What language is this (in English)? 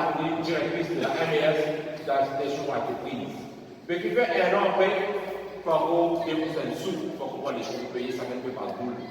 Morisyen